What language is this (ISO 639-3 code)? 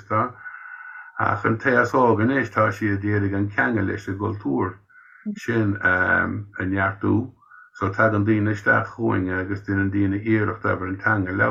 gle